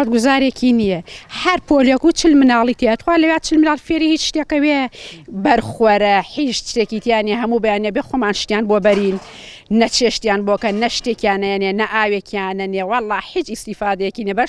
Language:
Central Kurdish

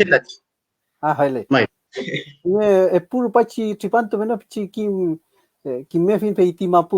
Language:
Mapuche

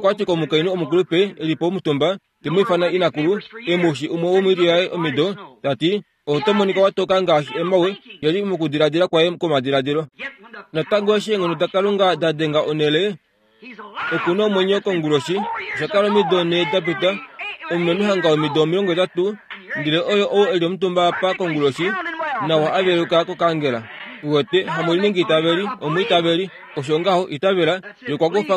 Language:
Kuanyama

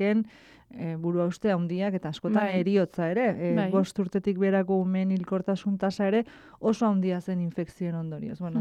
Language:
Basque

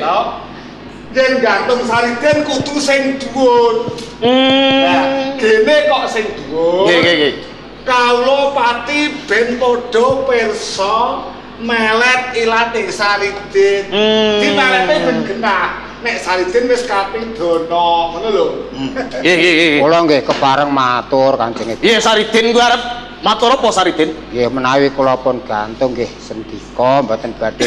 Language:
Javanese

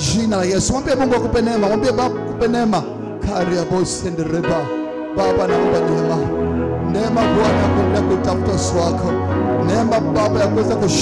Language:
Swahili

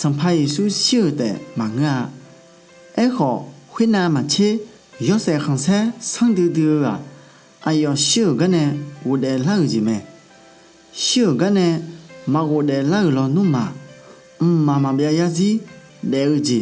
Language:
Akha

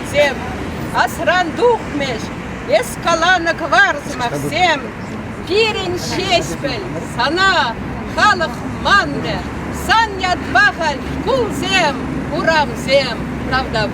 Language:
Chuvash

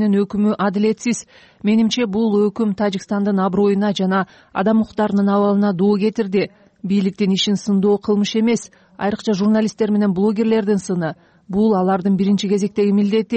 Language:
Kyrgyz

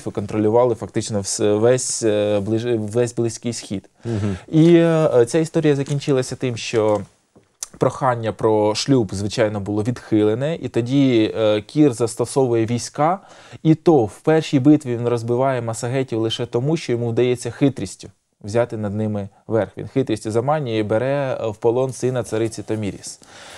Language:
Ukrainian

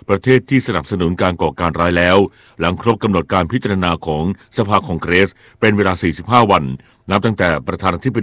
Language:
Thai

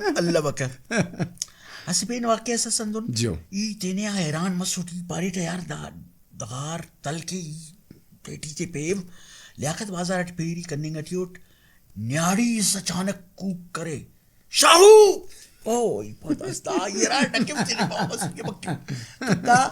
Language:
Brahui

